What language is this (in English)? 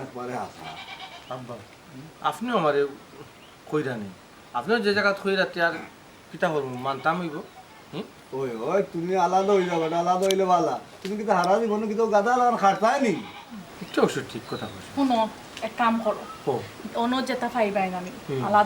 Sylheti